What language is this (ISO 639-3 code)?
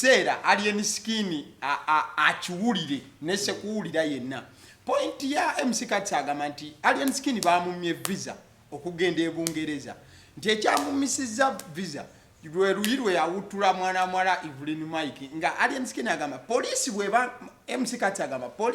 lug